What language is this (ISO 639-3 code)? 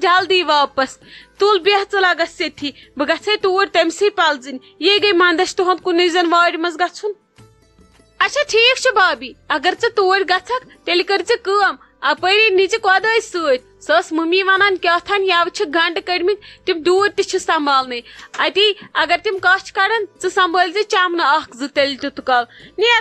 kas